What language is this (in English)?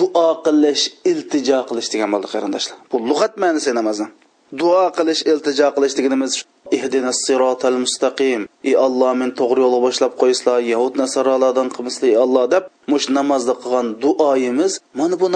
Uyghur